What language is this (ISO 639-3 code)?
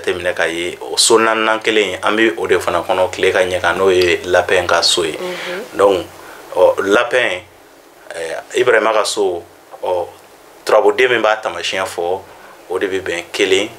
bam